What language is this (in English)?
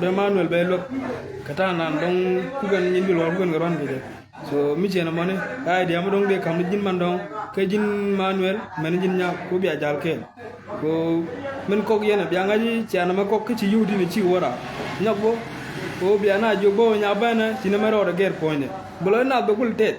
Nuer